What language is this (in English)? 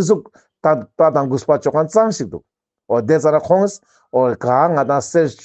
Ladakhi